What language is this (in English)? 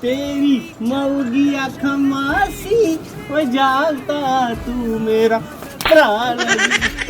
Dogri